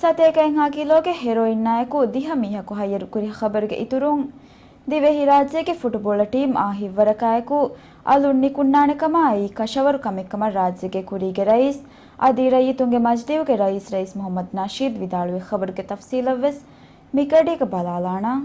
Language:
Divehi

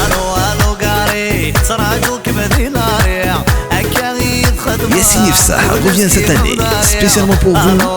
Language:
Kabyle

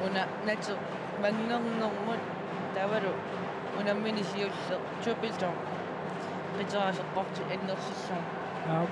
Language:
Kalaallisut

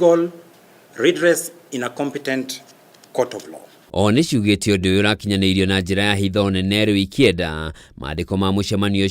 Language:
Kikuyu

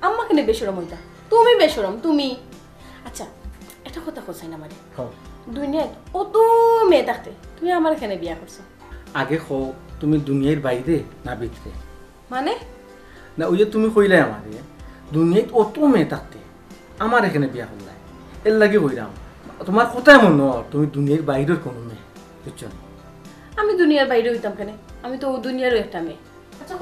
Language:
Sylheti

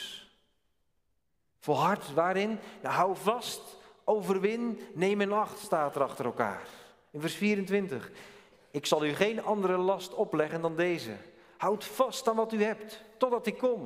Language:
Dutch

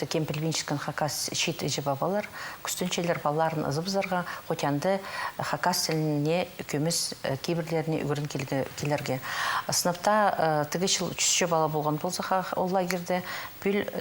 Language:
Khakas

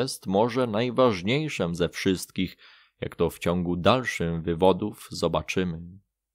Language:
Polish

